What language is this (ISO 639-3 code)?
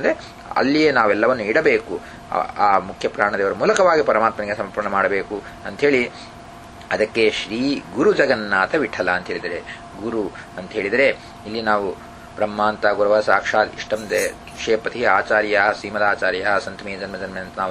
kan